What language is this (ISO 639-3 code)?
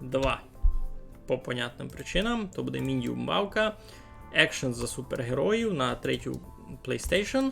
rue